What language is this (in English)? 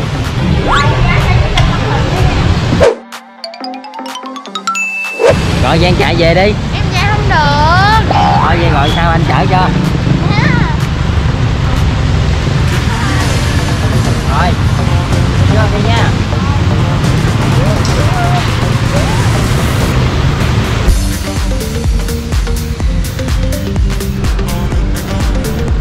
Vietnamese